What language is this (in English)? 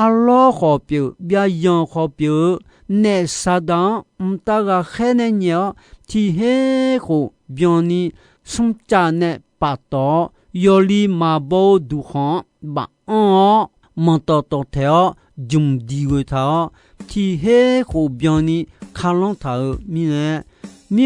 Akha